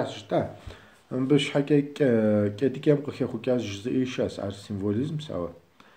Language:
Kabardian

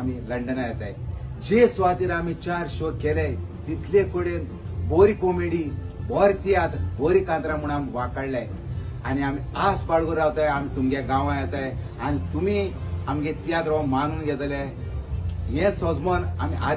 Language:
Konkani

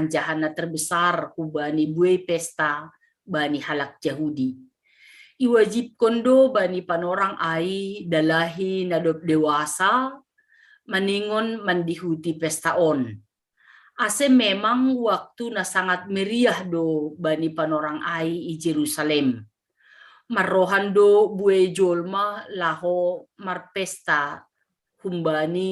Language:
Batak Simalungun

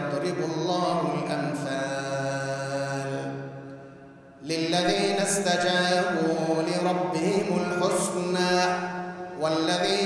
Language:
Arabic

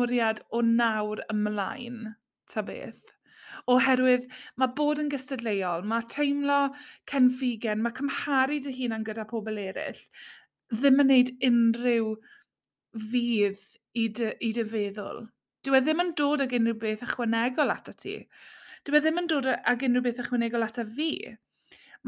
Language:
Welsh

